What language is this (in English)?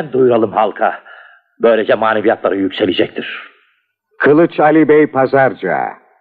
Turkish